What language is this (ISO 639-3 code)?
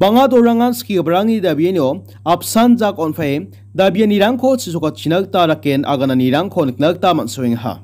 grt